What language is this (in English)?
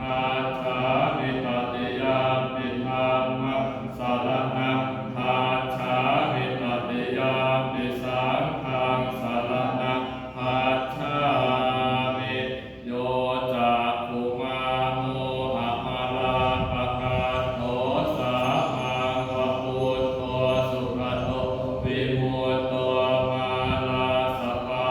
Pali